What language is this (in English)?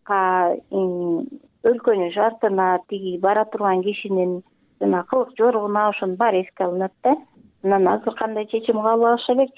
Kyrgyz